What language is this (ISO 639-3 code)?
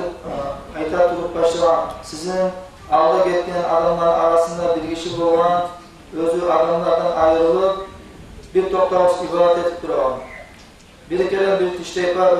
kum